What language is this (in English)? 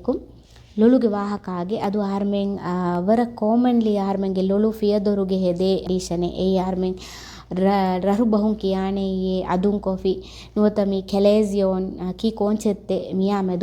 Divehi